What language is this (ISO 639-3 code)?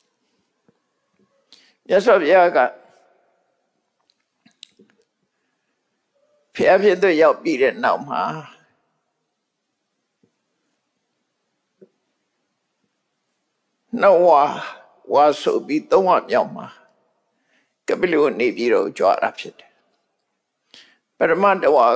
mya